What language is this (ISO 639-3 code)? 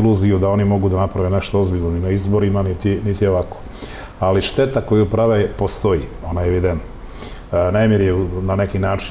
srp